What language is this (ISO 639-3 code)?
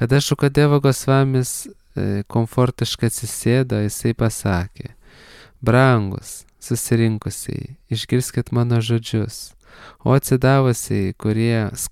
lit